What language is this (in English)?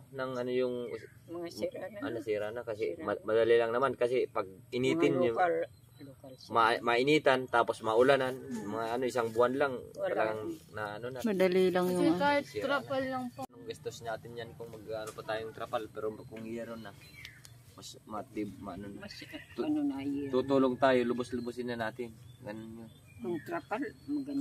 Filipino